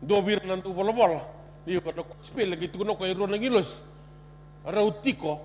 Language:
Fijian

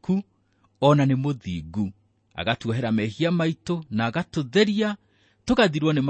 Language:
Kikuyu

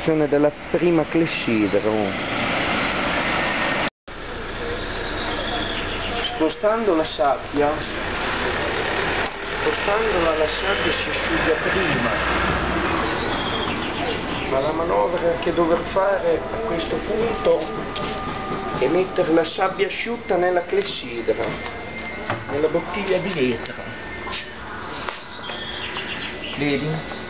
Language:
Italian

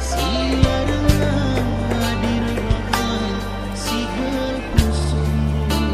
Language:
Batak Karo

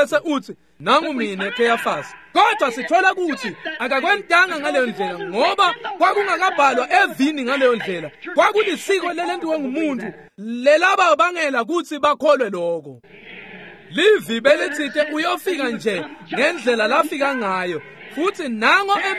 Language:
Swati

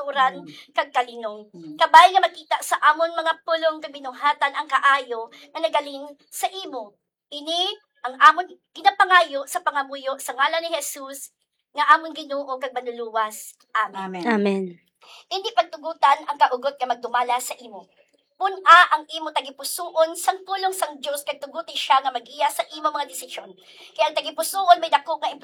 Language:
Hiligaynon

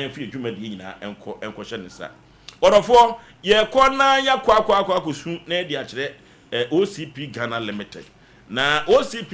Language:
Akan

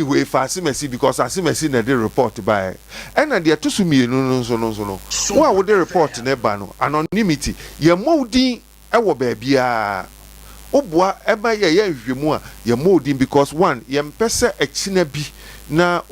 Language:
Akan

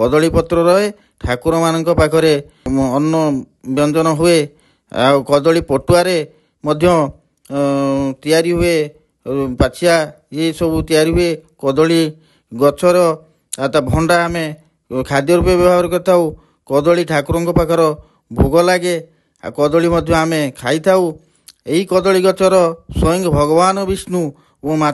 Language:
Odia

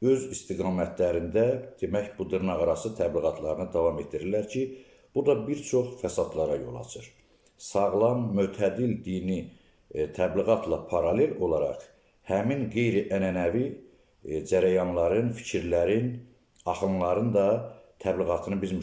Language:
Azerbaijani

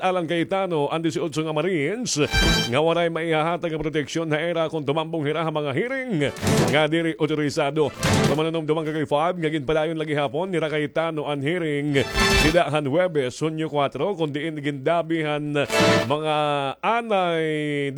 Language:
Waray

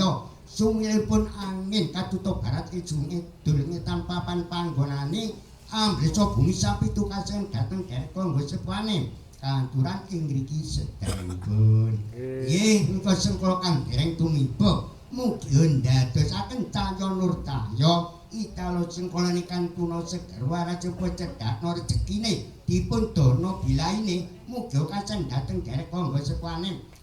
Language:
Javanese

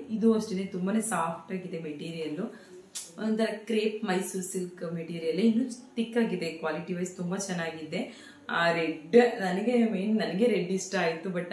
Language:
Kannada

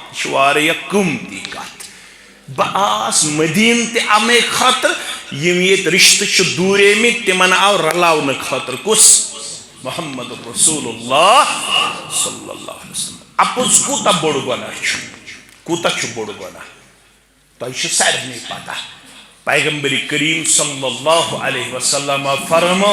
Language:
Kashmiri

